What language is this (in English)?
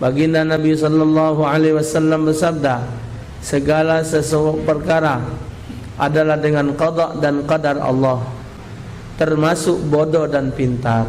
Musi